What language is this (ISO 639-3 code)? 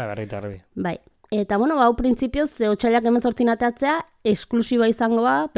eus